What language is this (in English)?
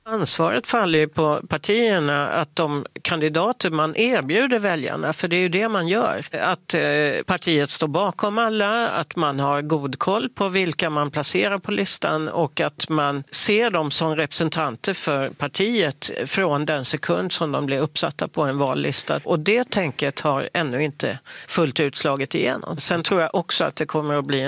Swedish